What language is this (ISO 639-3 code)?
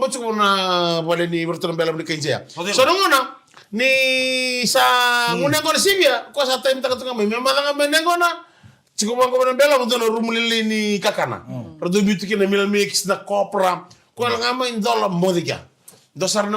fij